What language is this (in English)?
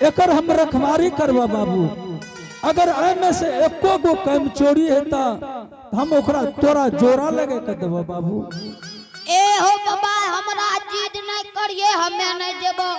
Angika